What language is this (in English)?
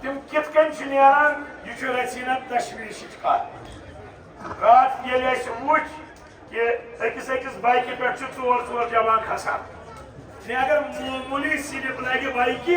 Kashmiri